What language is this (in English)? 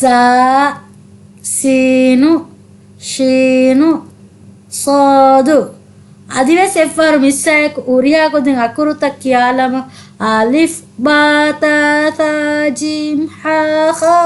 Divehi